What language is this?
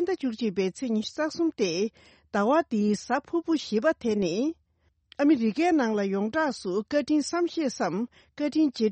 Tibetan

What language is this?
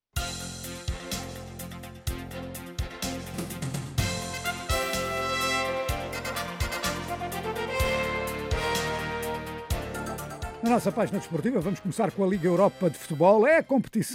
Portuguese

